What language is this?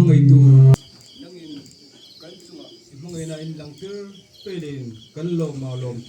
Hmar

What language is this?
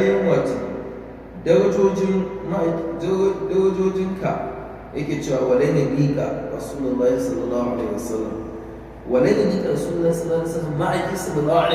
Hausa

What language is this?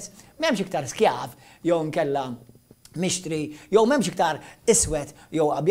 Maltese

